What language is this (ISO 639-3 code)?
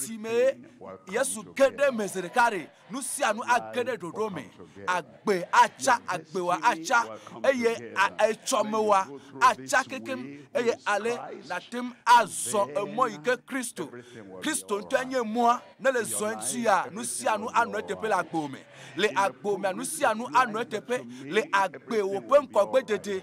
ewe